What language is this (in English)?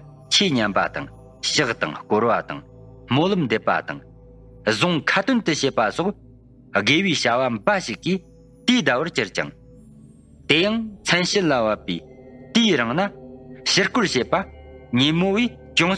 Tibetan